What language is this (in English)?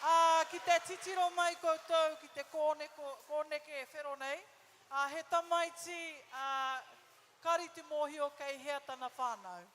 Māori